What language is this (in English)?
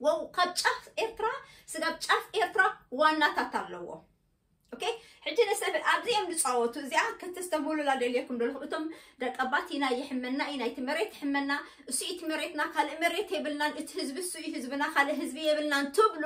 Tigrinya